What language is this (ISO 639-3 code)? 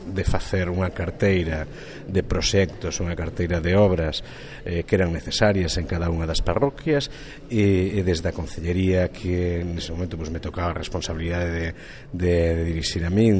glg